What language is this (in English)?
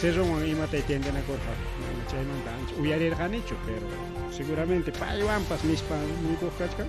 Ayacucho Quechua